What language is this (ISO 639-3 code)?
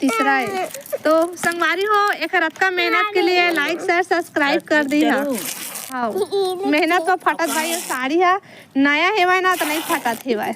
hne